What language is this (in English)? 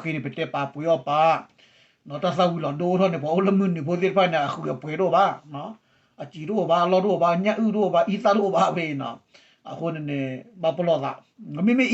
S'gaw Karen